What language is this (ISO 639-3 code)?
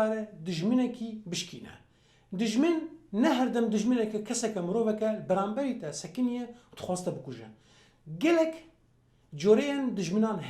kur